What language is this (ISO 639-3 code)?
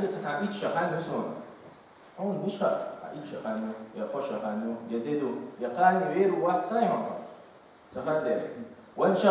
che